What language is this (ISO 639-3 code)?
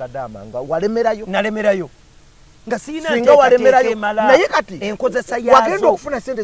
lug